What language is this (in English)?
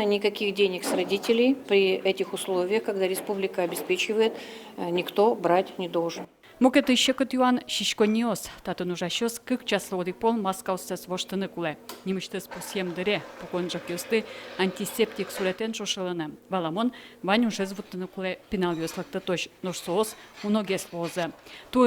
Udmurt